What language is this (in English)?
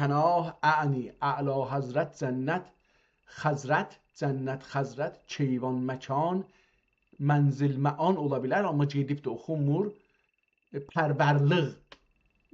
South Azerbaijani